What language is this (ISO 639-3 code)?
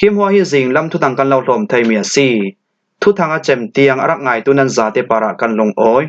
cfm